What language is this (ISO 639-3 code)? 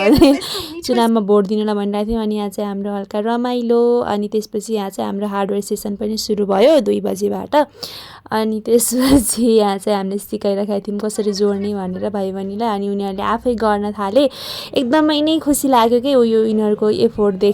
nep